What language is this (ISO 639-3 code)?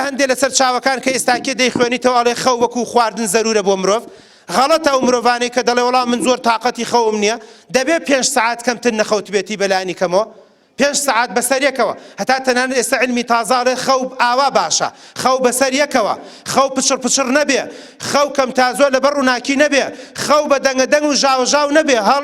ckb